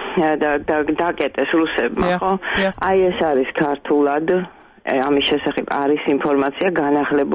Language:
Georgian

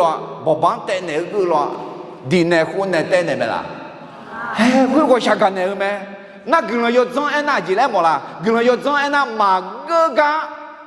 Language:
Akha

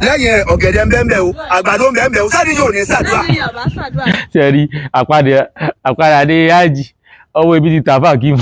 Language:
Yoruba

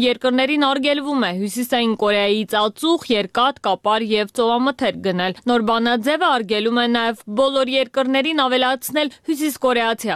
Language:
Armenian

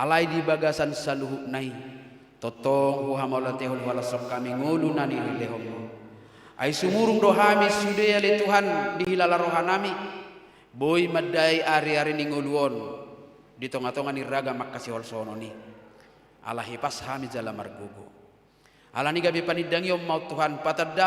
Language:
Batak Toba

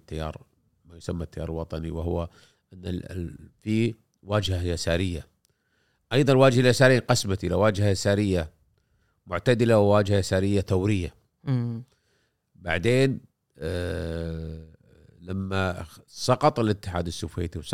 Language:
Gulf Arabic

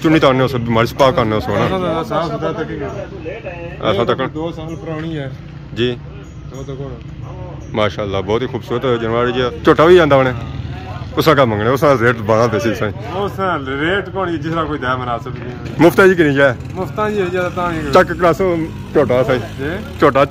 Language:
Pahari-Potwari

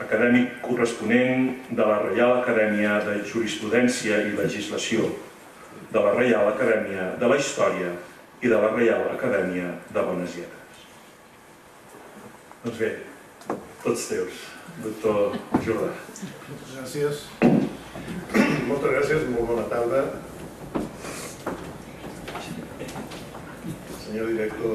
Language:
Catalan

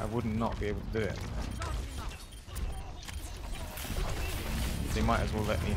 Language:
English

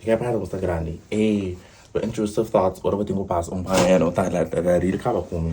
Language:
Papiamento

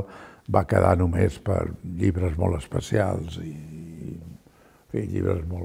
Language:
Catalan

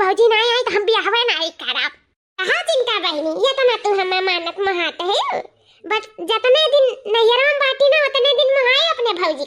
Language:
Awadhi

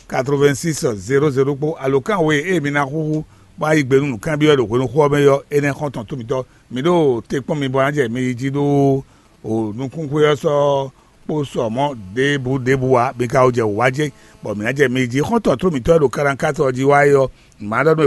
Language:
Fon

